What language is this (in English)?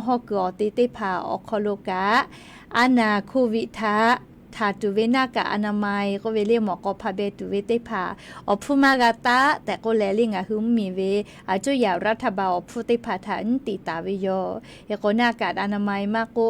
Lahu